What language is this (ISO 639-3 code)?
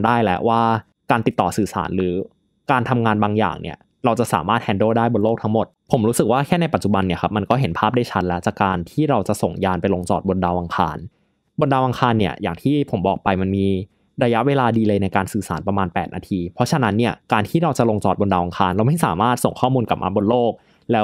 tha